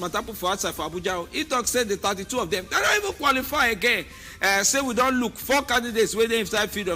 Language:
Nigerian Pidgin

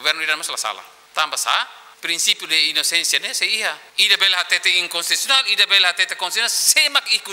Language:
Tetum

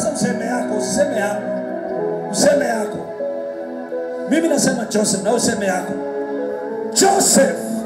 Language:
Swahili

